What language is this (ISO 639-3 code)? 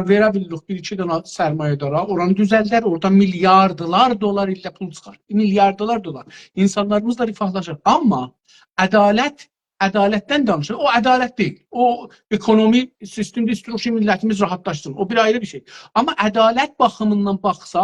azb